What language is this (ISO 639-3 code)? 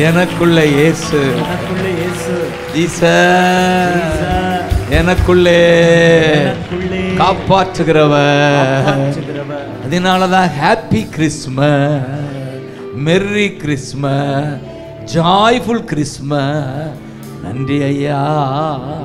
tam